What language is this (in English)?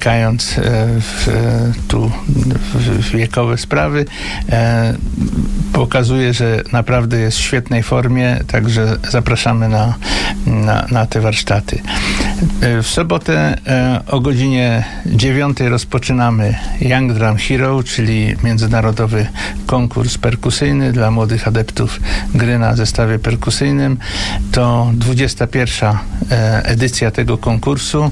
Polish